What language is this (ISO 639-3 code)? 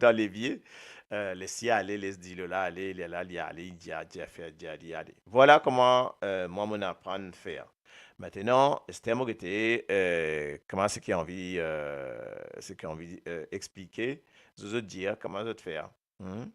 mfe